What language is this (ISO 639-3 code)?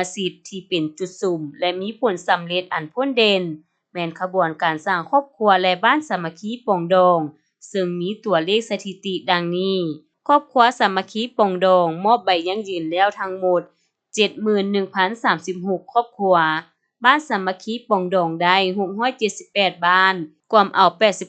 lao